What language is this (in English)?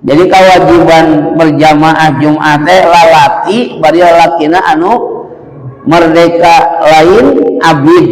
Sundanese